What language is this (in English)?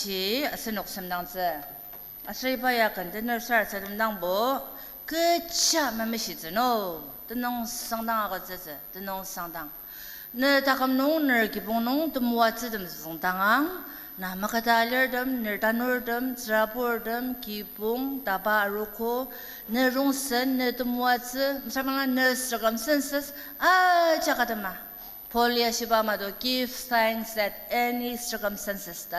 Ao Naga